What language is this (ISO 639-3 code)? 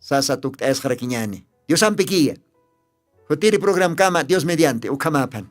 aym